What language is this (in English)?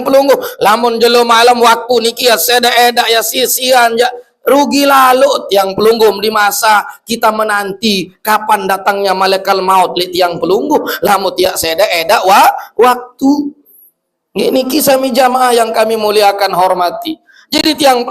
Sasak